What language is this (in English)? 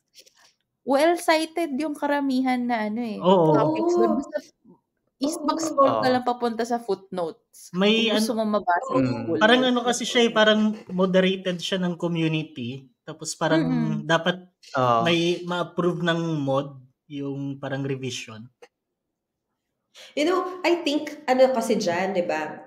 Filipino